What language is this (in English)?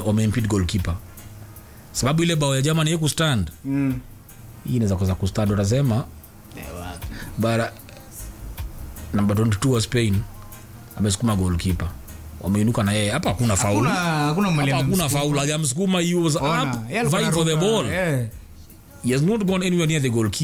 Swahili